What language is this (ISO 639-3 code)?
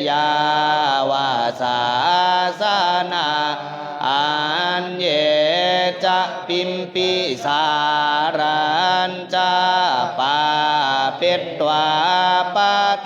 pli